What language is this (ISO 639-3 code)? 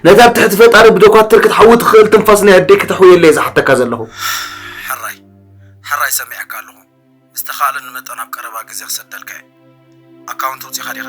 tir